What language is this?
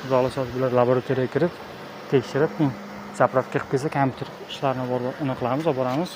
Uzbek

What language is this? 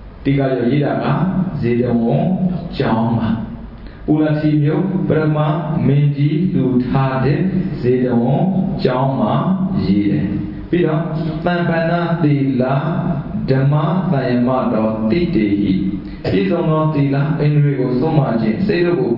Burmese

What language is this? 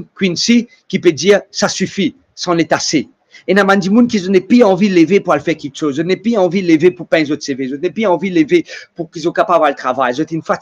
Morisyen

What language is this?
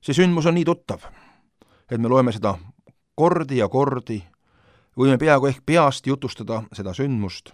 Estonian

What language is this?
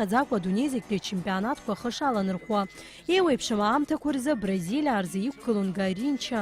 Abkhazian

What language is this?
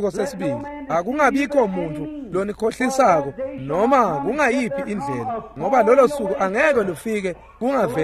Swati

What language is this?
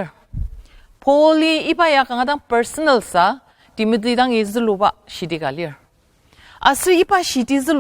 Ao Naga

